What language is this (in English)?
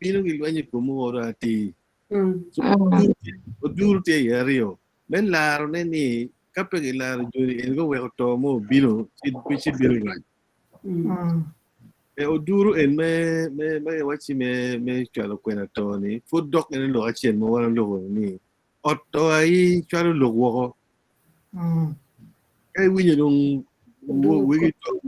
Acoli